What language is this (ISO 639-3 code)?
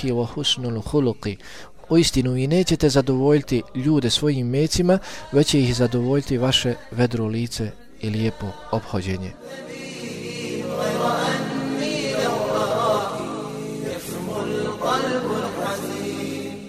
bos